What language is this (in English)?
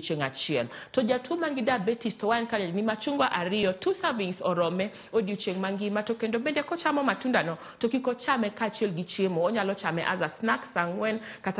Luo (Kenya and Tanzania)